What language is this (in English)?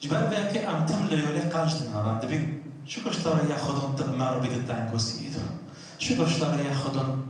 Kurdish